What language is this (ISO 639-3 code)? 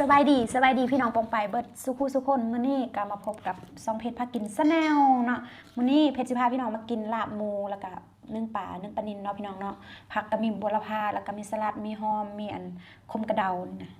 tts